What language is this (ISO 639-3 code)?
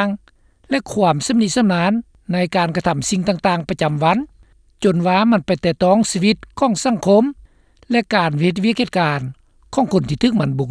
lao